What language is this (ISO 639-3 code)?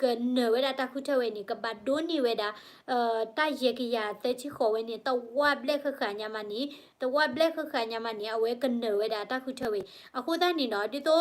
ksw